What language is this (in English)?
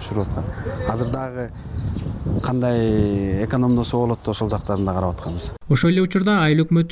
Kyrgyz